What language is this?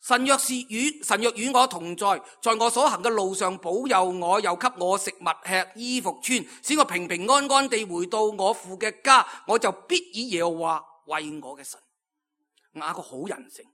Cantonese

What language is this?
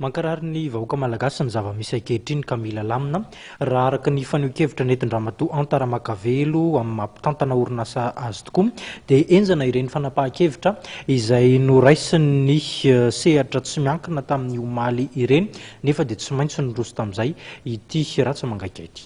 Malagasy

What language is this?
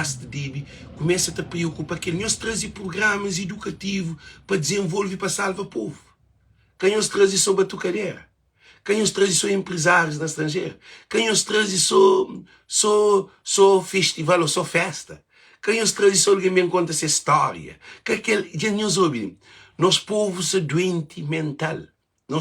Kabuverdianu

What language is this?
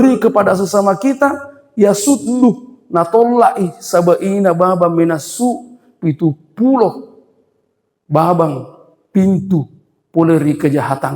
Buginese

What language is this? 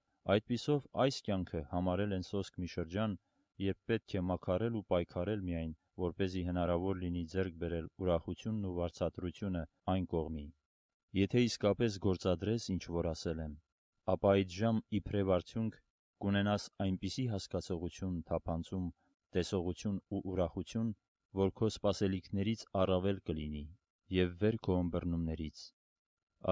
Armenian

